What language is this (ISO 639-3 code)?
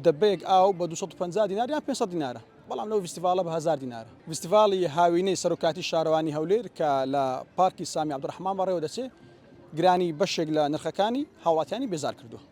ckb